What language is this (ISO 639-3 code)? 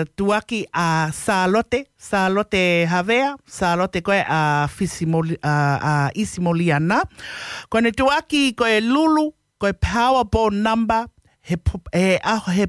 ton